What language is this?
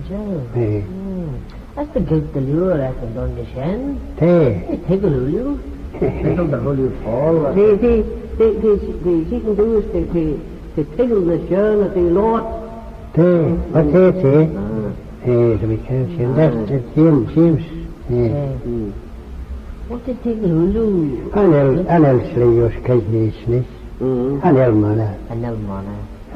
Manx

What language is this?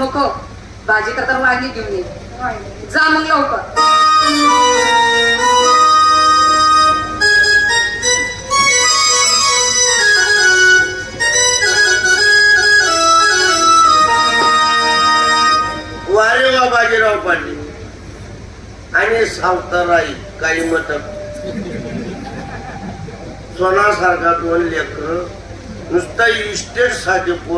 Marathi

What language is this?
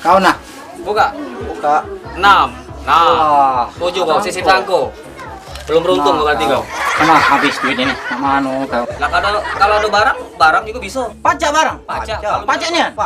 Musi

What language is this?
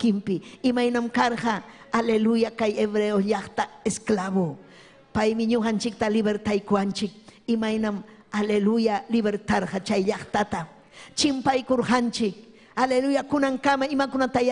Ayacucho Quechua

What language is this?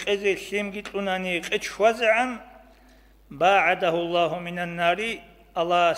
Avaric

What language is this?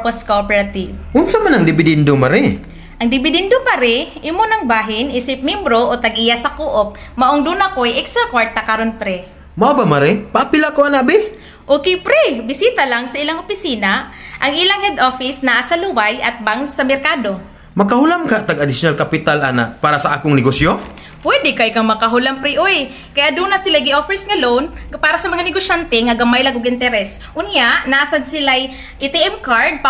Cebuano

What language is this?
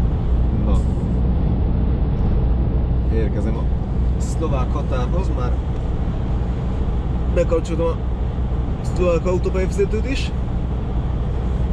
Hungarian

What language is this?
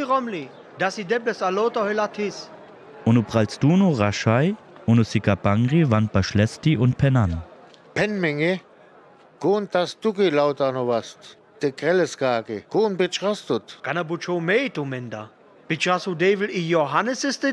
Sinte Romani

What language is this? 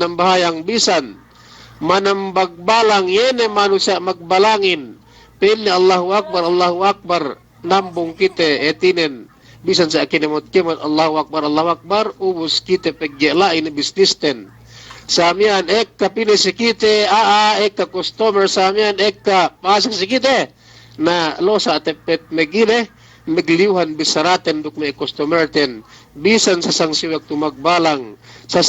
Yakan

